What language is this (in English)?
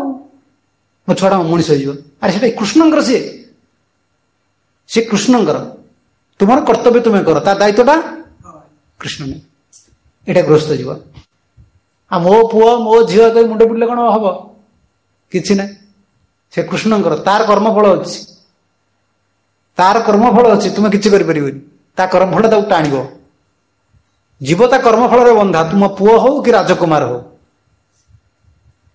Odia